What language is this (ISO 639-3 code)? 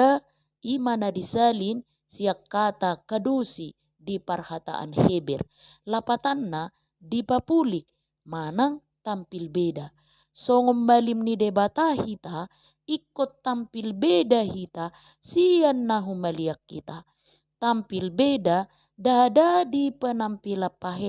bbc